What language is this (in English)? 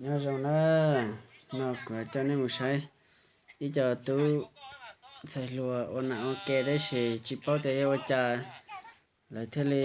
Hmong